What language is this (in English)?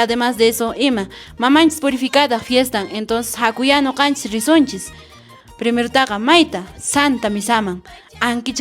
Quechua